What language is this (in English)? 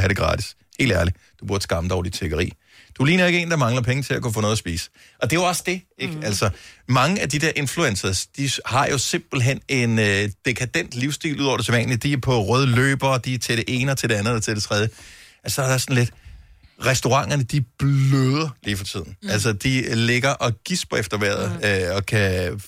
Danish